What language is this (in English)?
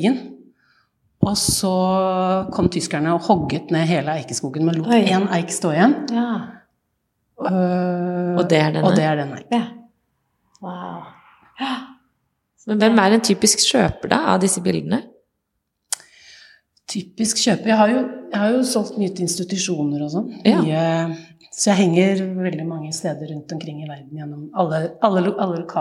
Norwegian